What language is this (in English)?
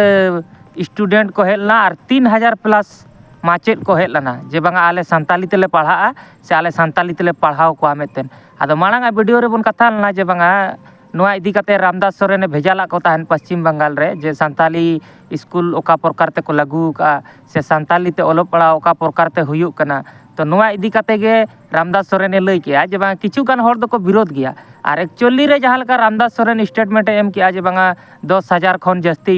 Santali